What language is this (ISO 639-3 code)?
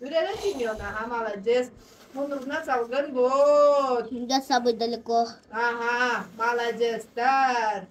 sah